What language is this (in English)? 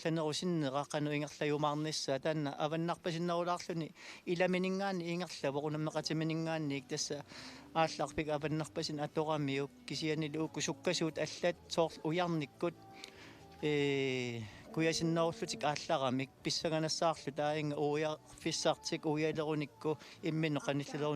Kalaallisut